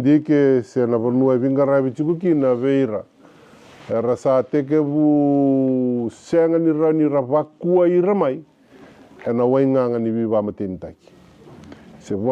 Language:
Fijian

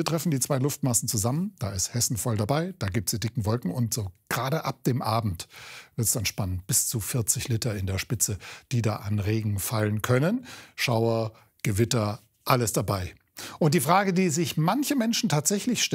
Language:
German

